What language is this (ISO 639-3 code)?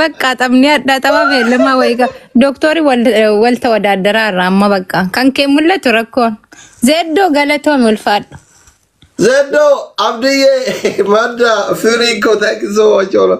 orm